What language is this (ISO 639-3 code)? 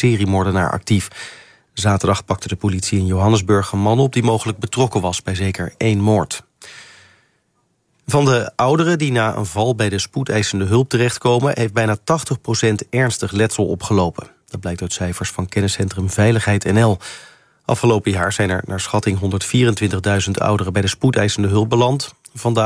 nld